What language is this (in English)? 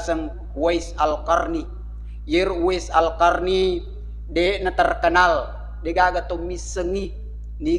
Buginese